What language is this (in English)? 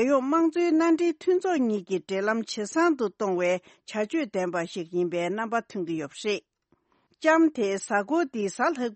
Tibetan